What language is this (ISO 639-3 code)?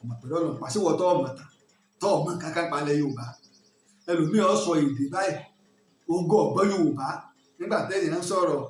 yor